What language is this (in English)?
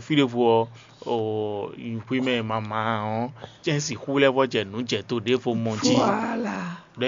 Fon